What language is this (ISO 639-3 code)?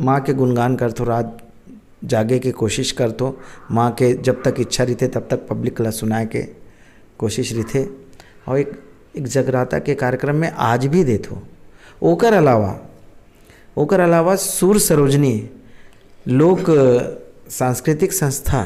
hne